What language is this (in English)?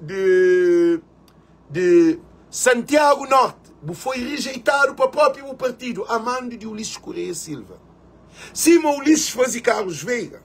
Kabuverdianu